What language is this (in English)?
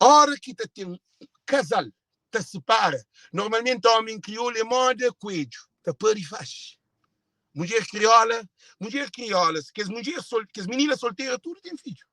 Kabuverdianu